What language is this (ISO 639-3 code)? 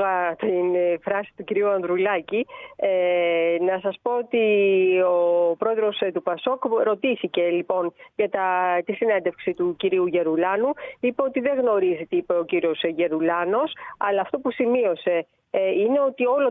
ell